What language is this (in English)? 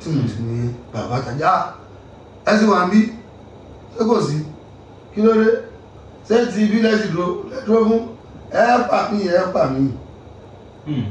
Yoruba